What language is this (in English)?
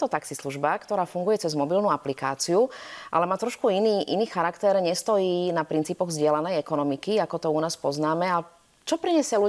Slovak